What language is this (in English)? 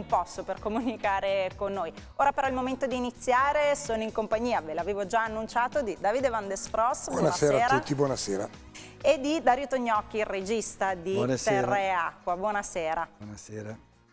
Italian